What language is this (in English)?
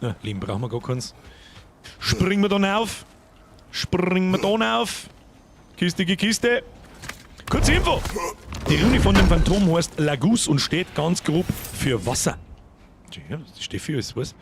Bavarian